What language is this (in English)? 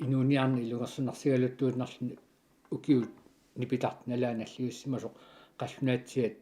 Kalaallisut